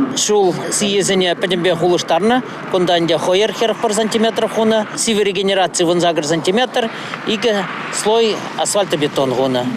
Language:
Chuvash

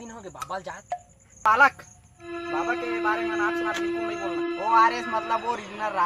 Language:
Chhattisgarhi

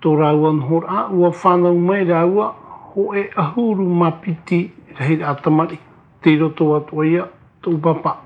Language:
Tahitian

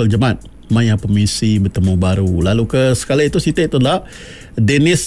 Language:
Iban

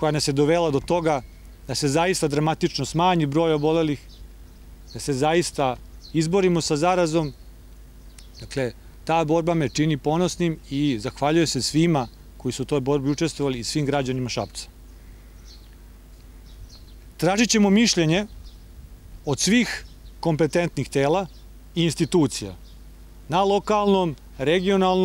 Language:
Serbian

